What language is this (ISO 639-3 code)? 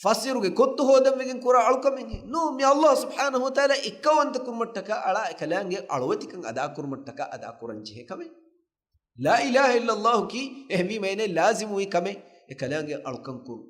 div